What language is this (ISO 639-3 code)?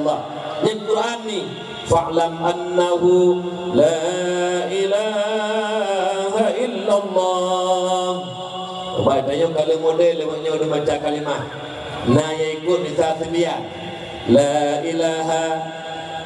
ace